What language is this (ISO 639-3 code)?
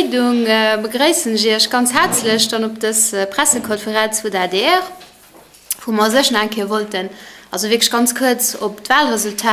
ltz